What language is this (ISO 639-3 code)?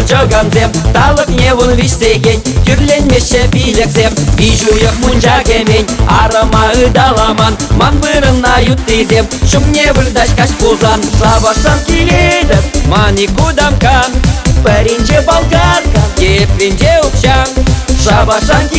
chv